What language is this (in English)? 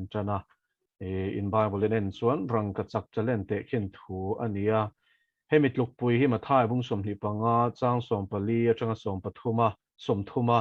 Mizo